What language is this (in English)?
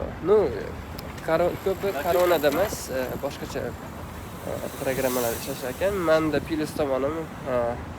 Uzbek